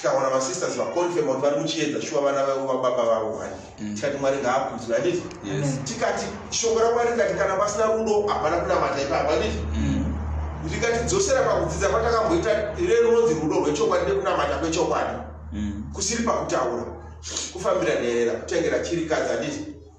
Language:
Shona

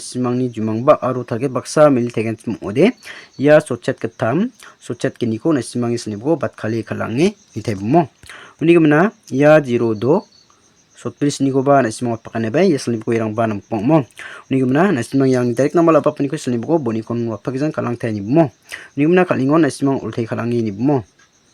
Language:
Garo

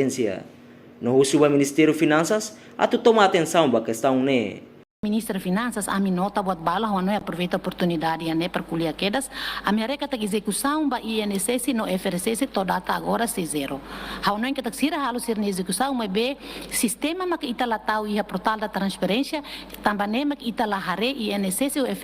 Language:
Tetum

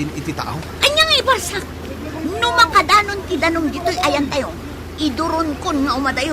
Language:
Iloko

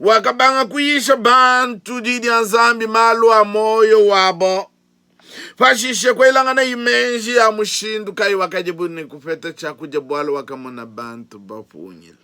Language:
Luba-Lulua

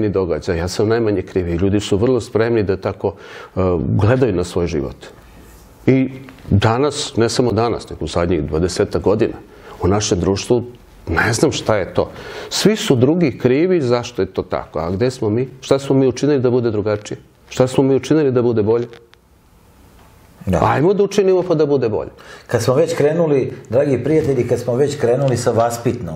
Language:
Serbian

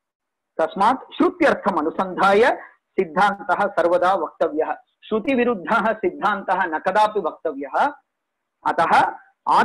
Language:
Sanskrit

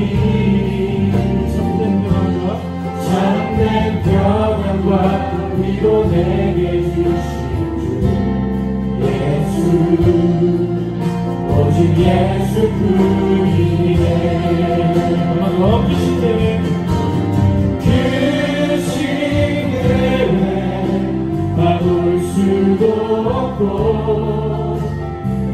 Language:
Korean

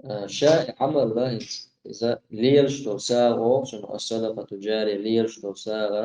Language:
Chechen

